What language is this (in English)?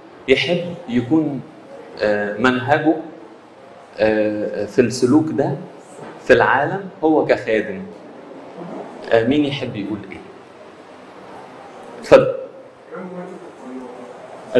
Egyptian Arabic